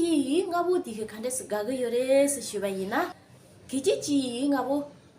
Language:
Tibetan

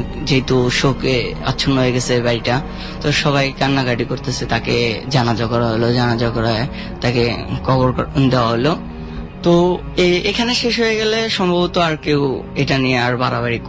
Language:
Bangla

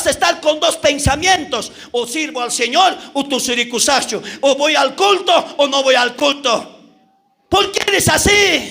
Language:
South Bolivian Quechua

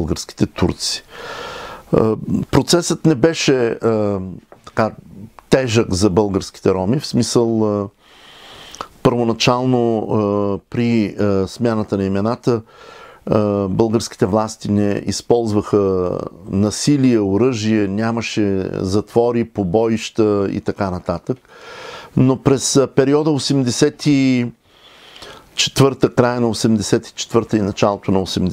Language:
Bulgarian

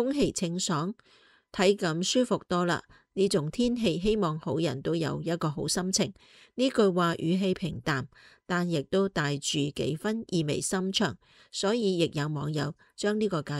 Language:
Cantonese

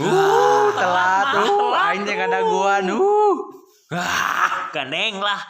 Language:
Sundanese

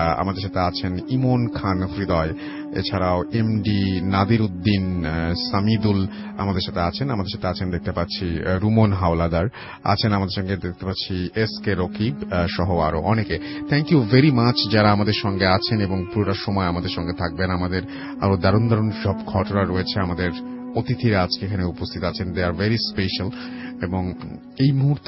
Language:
Bangla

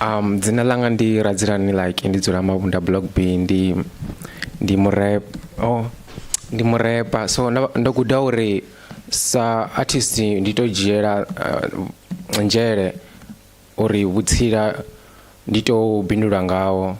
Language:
Venda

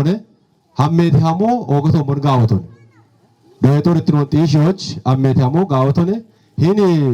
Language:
Kafa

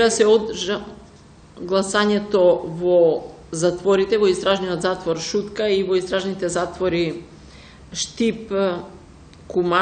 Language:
Macedonian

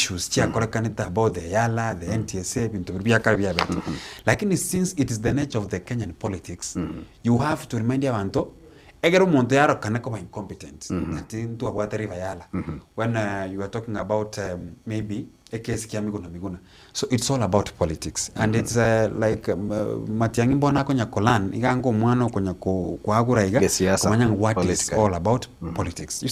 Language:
Gusii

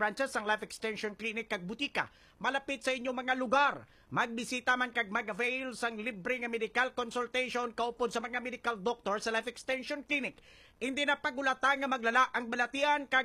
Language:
Hiligaynon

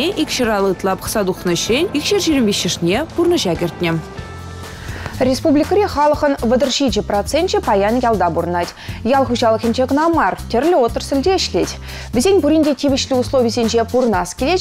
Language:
Chuvash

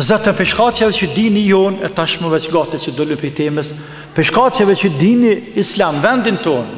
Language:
Albanian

